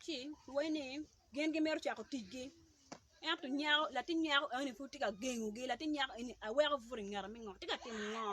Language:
Acoli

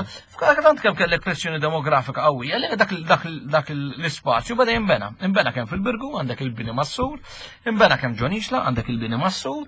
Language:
Maltese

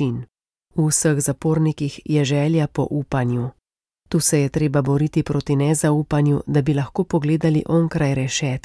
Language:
Slovenian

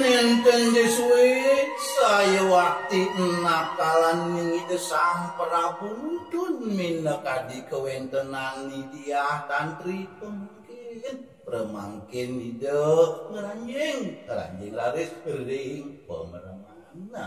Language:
Balinese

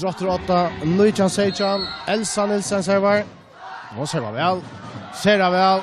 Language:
Faroese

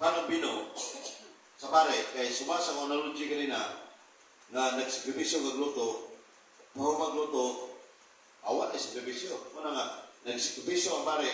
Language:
Cebuano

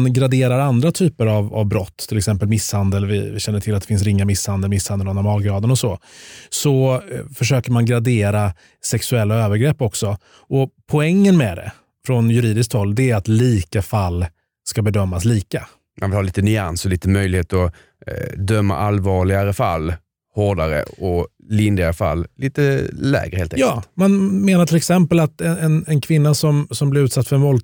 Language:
Swedish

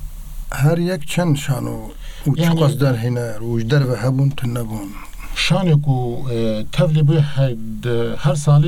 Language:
Kurdish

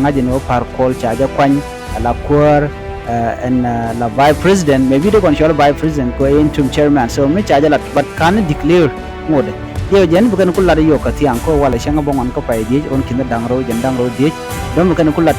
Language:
Nuer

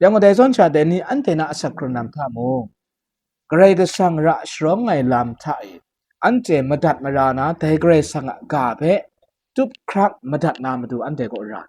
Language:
Kachin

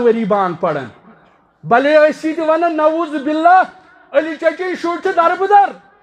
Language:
Kashmiri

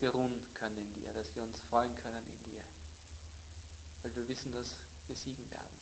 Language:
German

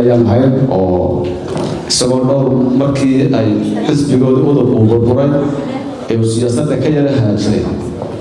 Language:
Somali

